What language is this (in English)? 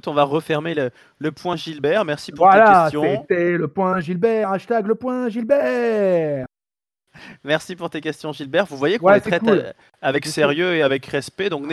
French